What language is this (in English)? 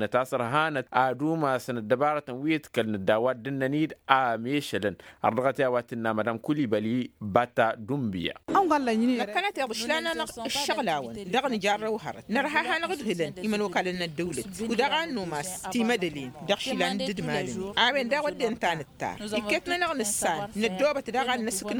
Tamasheq